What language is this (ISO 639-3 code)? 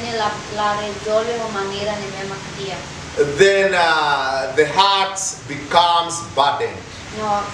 tet